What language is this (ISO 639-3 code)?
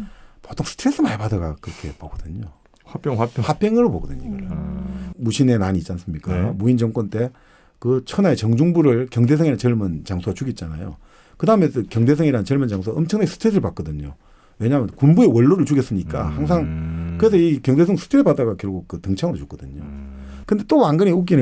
kor